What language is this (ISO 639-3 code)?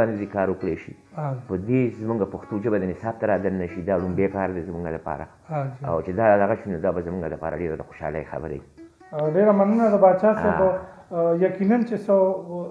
pus